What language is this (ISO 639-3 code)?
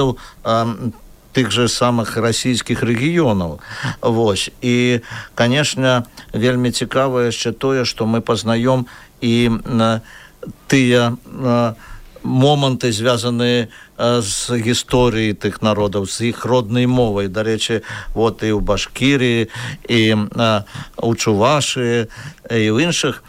bel